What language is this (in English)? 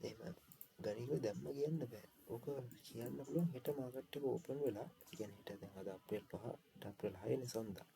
Sinhala